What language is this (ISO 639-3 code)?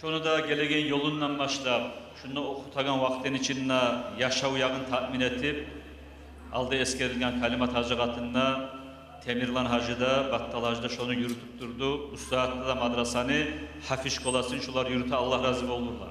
kum